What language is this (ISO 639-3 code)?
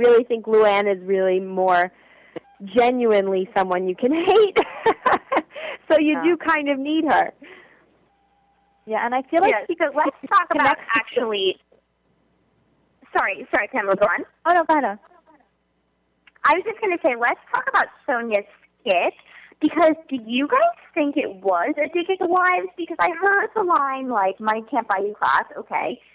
eng